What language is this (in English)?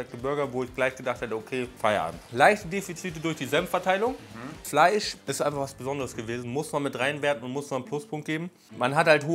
German